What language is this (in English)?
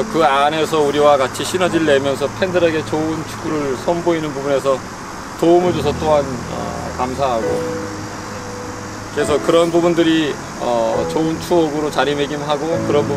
Korean